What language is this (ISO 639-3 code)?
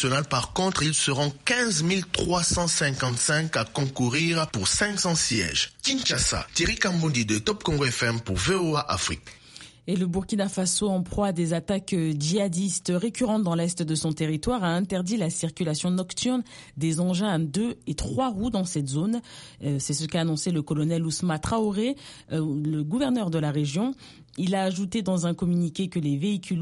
fra